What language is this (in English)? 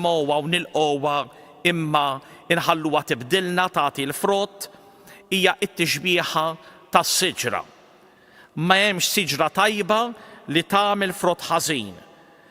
Maltese